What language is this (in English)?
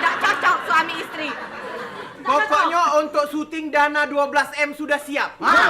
Musi